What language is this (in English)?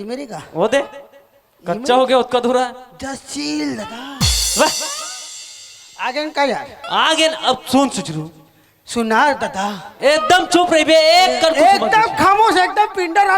Chhattisgarhi